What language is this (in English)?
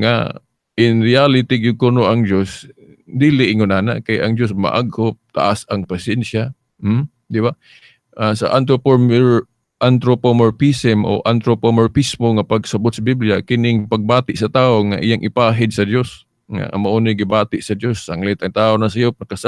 Cebuano